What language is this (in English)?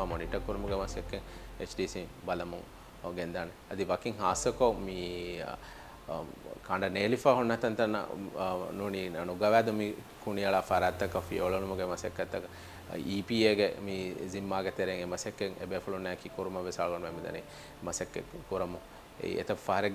Divehi